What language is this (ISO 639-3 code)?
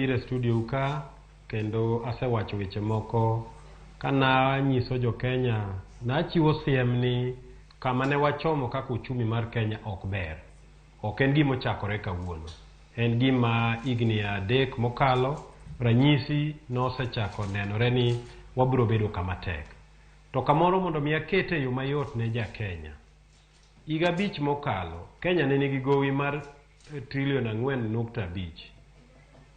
luo